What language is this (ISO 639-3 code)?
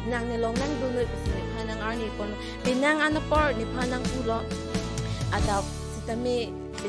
mjw